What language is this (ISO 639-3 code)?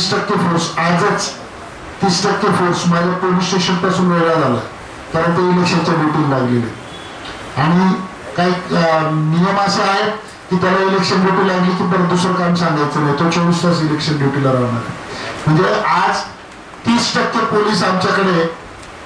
mar